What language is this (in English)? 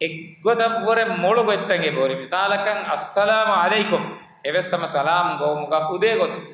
Divehi